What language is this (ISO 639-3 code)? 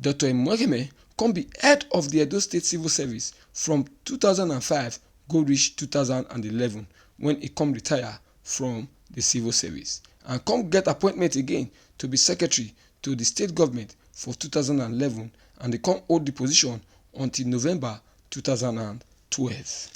pcm